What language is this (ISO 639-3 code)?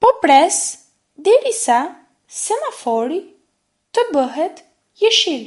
sqi